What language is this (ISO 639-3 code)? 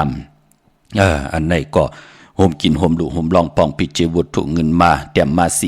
shn